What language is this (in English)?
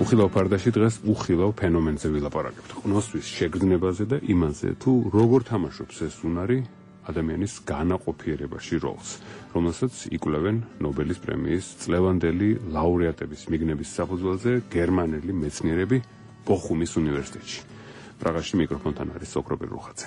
Georgian